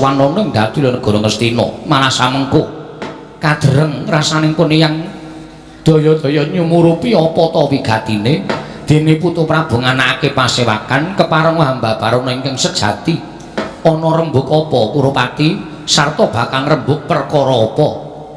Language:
Javanese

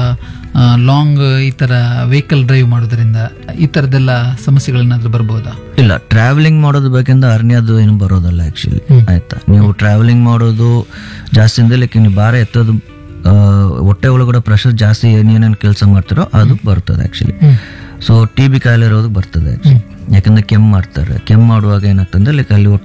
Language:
Kannada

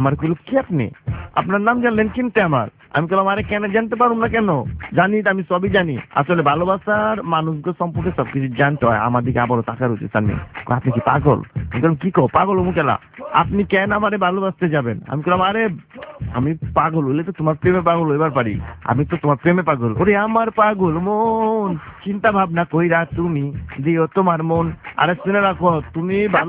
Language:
Bangla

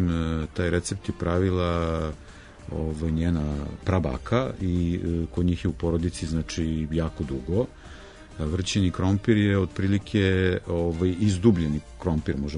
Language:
Serbian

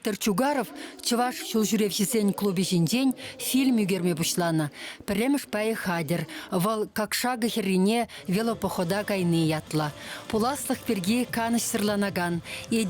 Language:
Chuvash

